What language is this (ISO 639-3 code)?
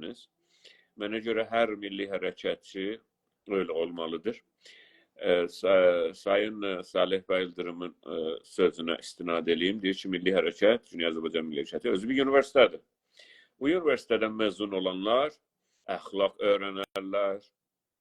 azb